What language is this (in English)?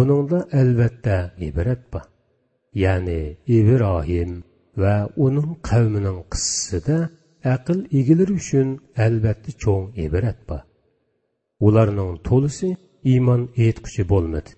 Uyghur